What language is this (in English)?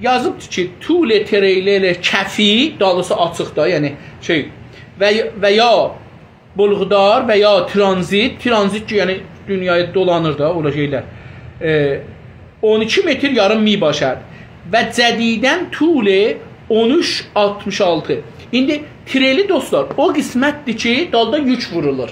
South Azerbaijani